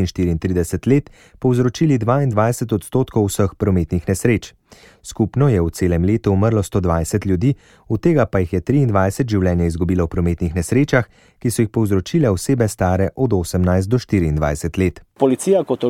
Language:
Slovenian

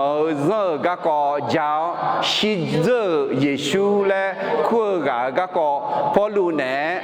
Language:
Akha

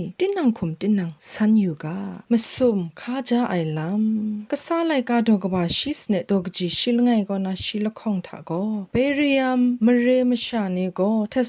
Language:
Kachin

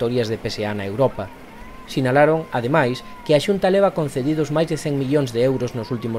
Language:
Galician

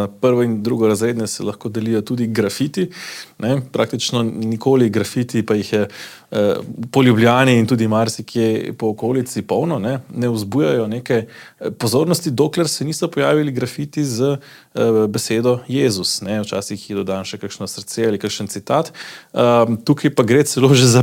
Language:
Slovenian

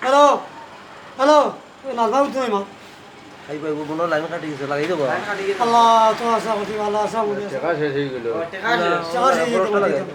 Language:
Sylheti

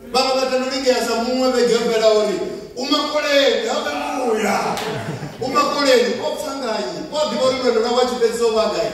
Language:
Venda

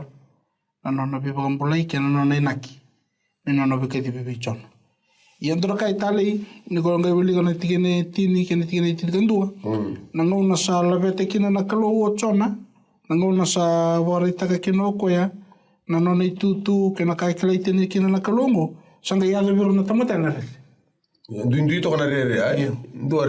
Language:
Fijian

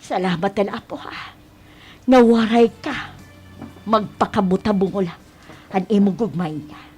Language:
Waray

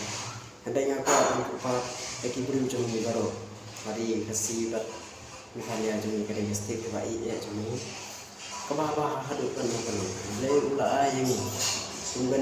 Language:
Khasi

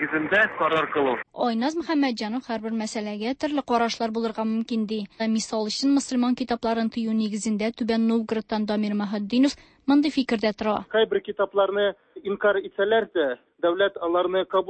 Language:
Tatar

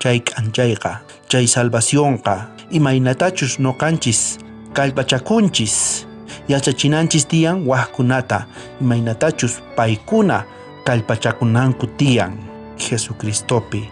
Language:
South Bolivian Quechua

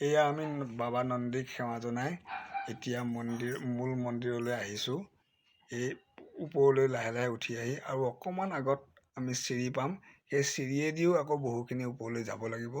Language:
Assamese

